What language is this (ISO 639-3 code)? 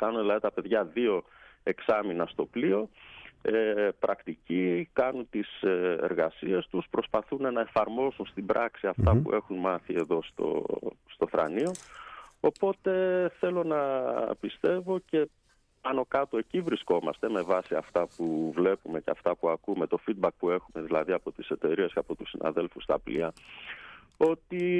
ell